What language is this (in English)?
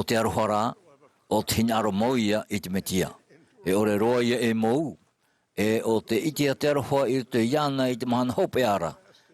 Tahitian